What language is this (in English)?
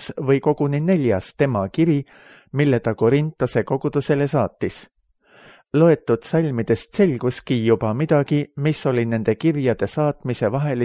Estonian